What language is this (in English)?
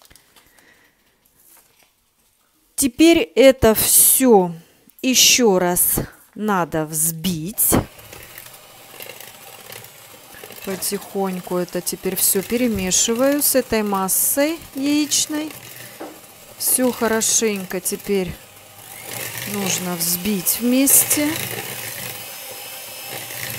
Russian